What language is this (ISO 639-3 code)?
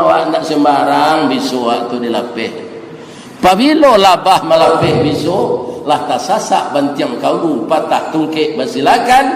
min